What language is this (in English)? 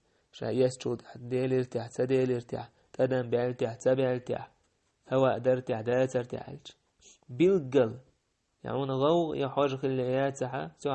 Chechen